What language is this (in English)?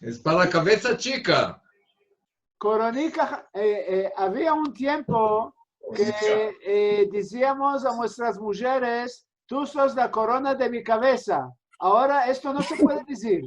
Ladino